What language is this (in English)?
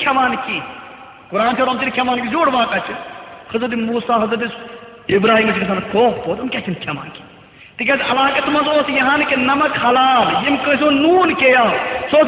Kashmiri